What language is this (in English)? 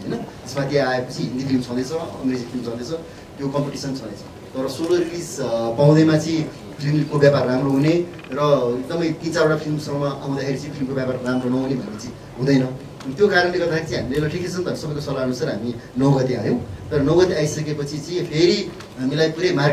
Nepali